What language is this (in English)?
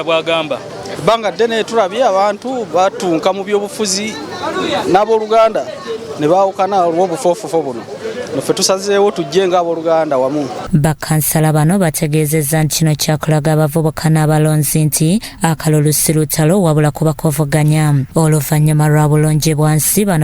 Ganda